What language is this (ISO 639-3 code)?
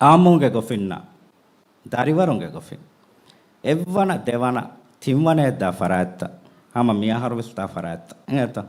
div